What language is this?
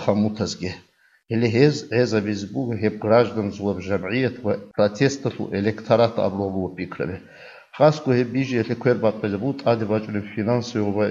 Avaric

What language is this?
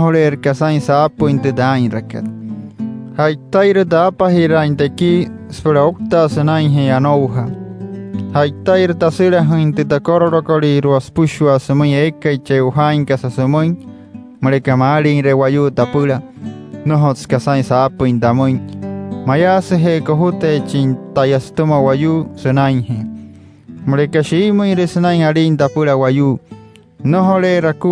Wayuu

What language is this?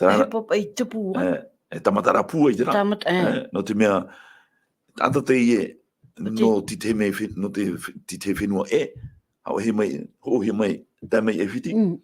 Tahitian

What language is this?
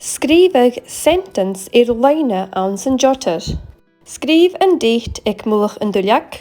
Scottish Gaelic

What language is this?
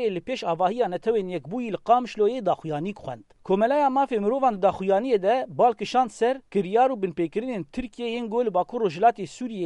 Kurdish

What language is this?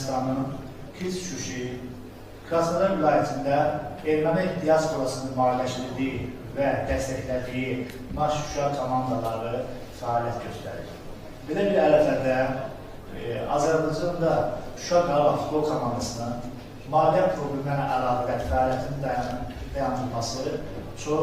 Azerbaijani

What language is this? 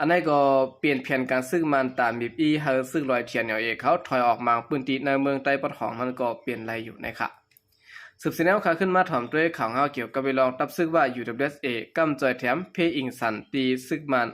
Shan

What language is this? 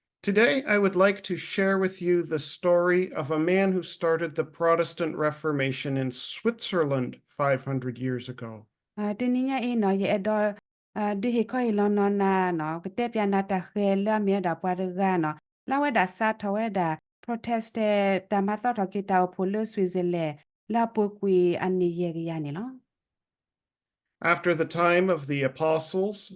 S'gaw Karen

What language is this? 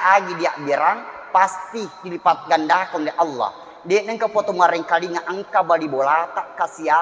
Buginese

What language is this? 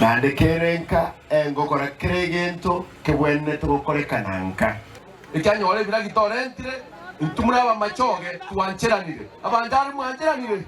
Gusii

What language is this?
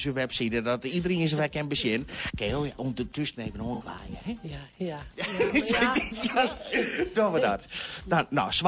Western Frisian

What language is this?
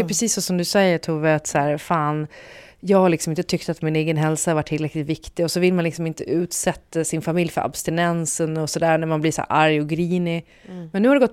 Swedish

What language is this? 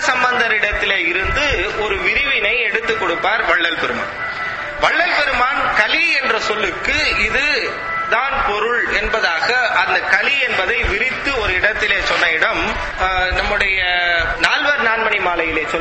Tamil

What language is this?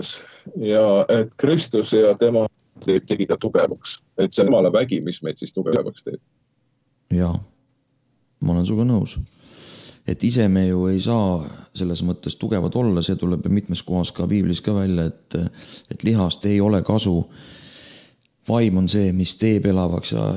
Estonian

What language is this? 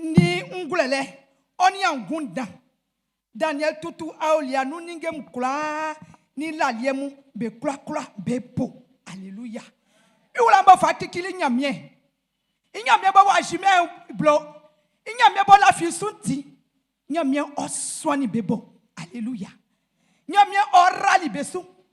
Baoulé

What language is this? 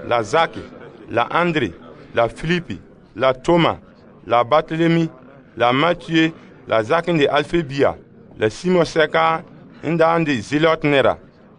Frafra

